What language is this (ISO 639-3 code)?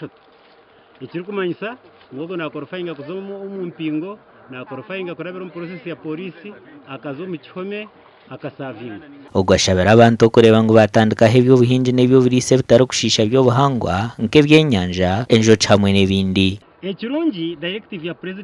nyn